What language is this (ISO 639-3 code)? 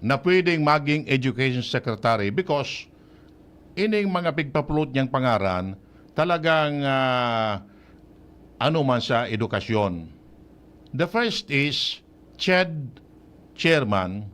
bik